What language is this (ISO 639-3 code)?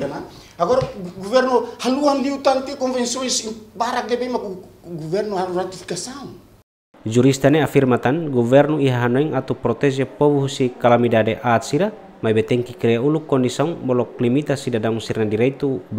tet